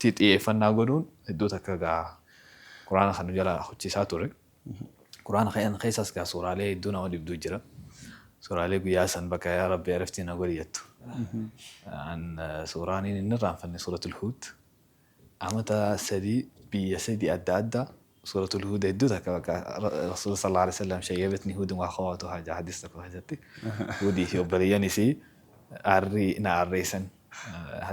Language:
Oromo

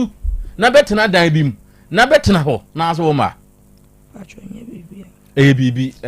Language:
Akan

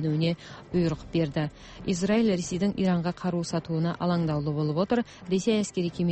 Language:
Kazakh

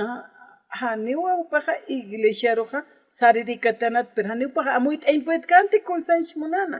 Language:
Aymara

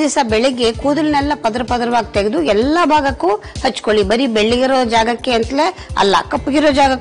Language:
Kannada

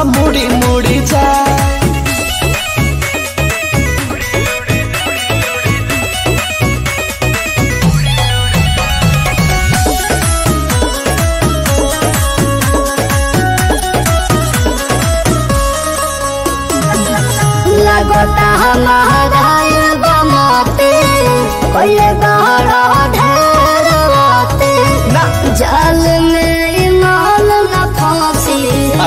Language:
Bhojpuri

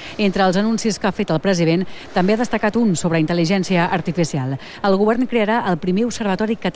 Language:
Catalan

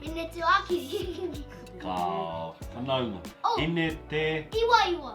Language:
Māori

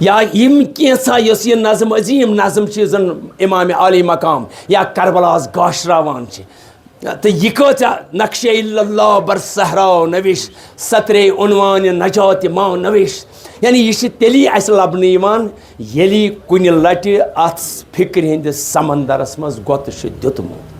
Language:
Kashmiri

